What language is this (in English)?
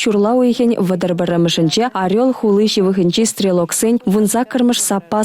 Chuvash